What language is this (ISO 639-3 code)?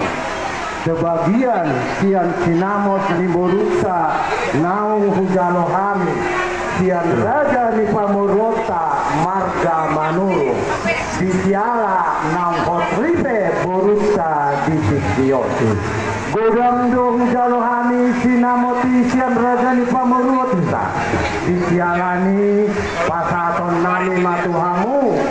bbc